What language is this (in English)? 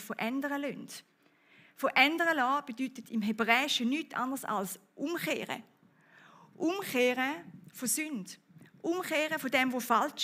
Swiss German